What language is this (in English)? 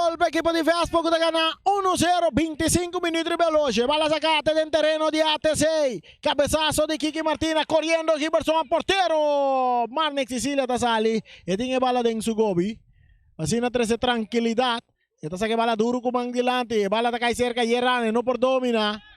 Papiamento